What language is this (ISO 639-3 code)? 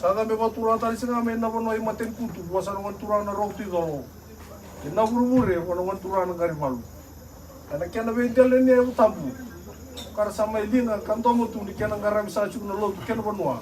fij